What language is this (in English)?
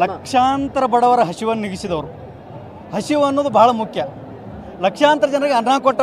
Kannada